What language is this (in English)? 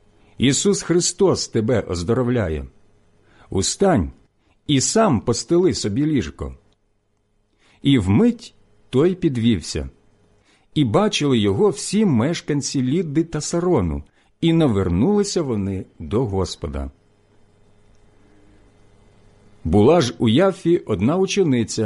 Ukrainian